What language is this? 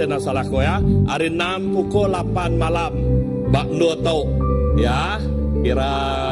Iban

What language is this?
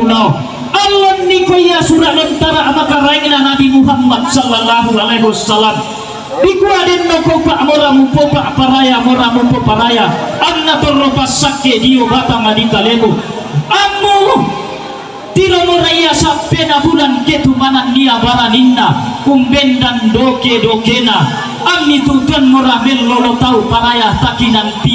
Toraja-Sa'dan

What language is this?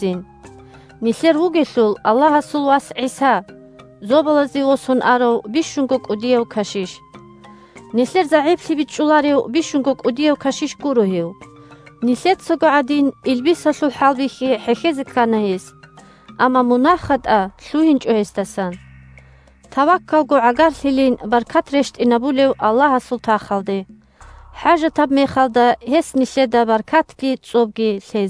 Avaric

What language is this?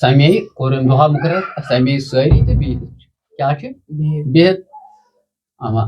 Kashmiri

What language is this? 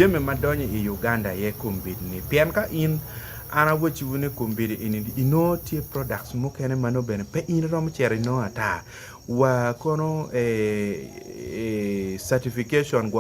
Acoli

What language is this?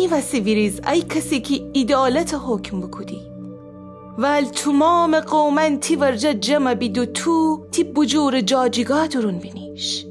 Gilaki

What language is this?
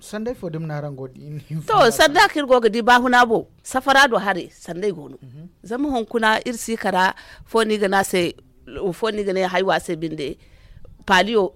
Zarma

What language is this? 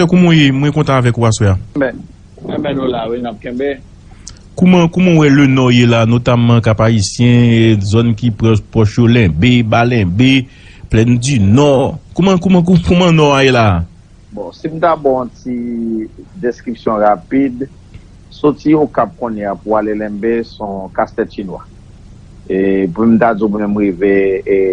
Haitian Creole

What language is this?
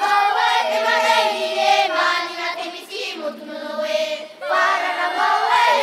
Tahitian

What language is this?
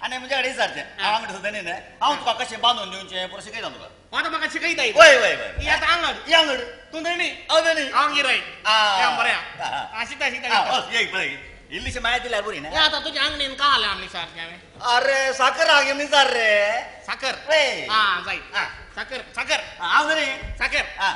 Konkani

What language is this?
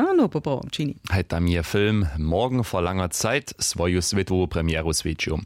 Upper Sorbian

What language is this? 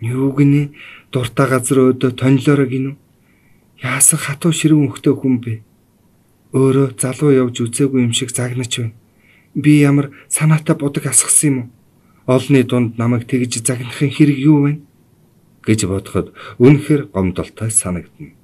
Mongolian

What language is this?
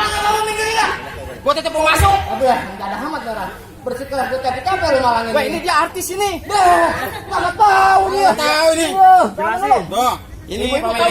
Betawi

